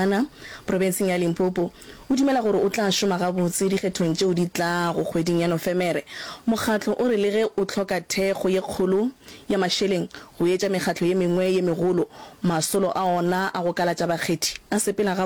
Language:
Northern Sotho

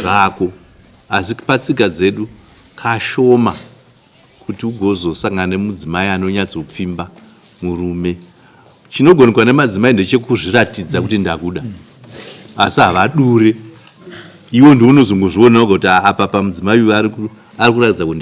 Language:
Shona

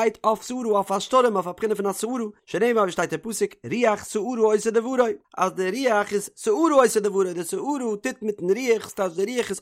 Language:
Yiddish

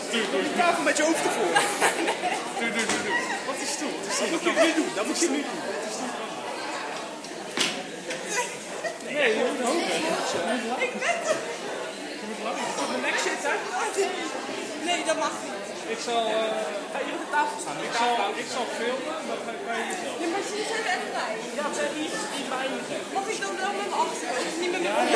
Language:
Dutch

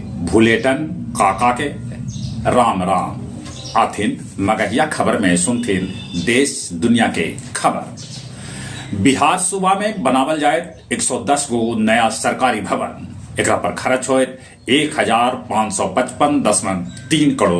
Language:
Magahi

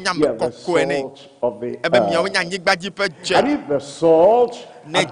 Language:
Ewe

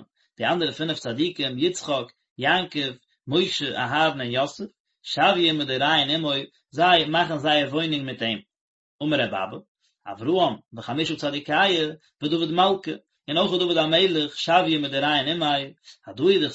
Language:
Yiddish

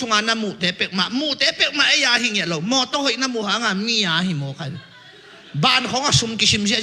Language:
Tedim Chin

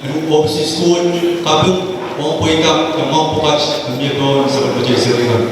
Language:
Pohnpeian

